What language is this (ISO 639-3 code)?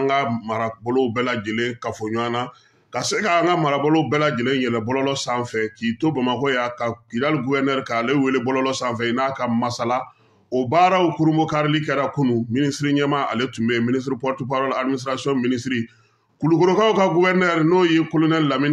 bam